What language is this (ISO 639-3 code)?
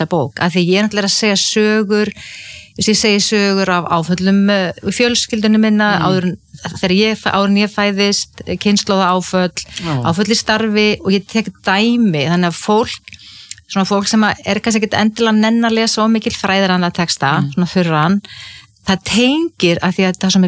isl